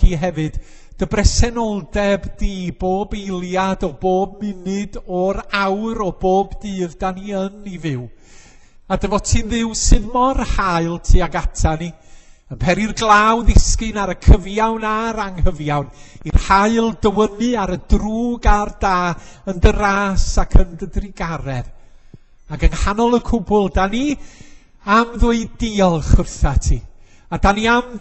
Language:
Welsh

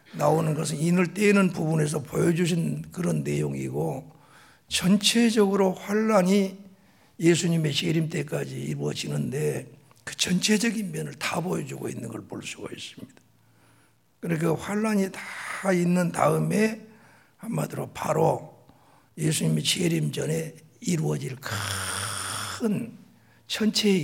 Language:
Korean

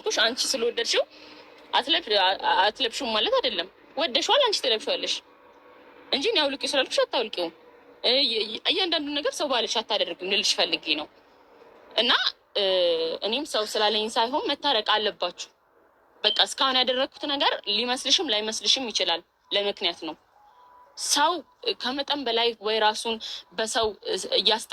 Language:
Amharic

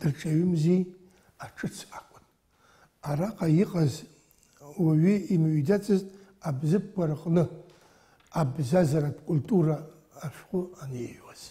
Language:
Abkhazian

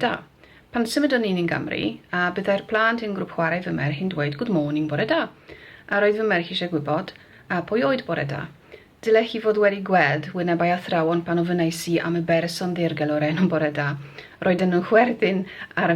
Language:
Welsh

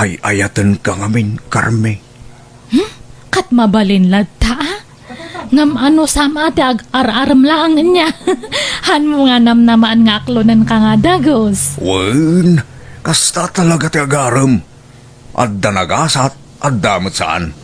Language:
Iloko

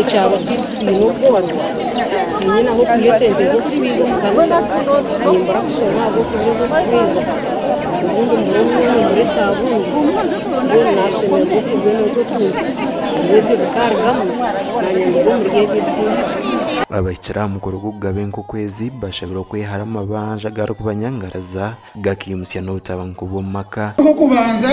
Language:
Nyankole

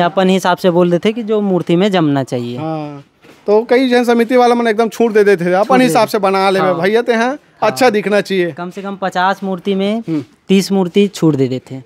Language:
Chhattisgarhi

